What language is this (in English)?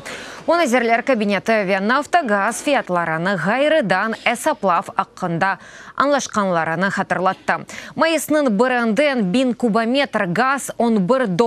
Crimean Tatar